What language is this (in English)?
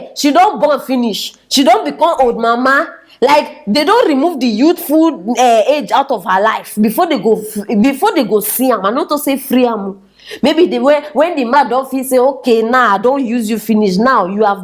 Nigerian Pidgin